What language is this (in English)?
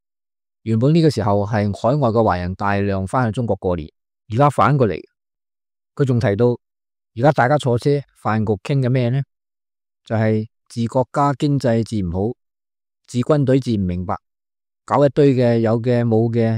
Cantonese